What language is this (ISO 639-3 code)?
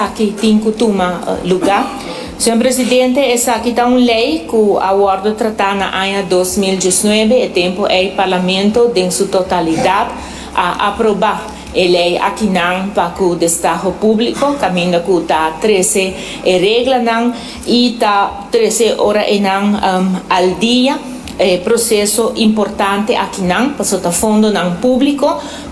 pap